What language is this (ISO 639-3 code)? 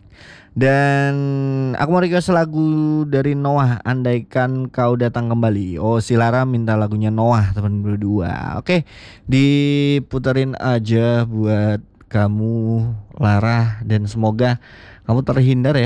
ind